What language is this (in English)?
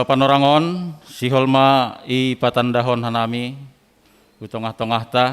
Batak Simalungun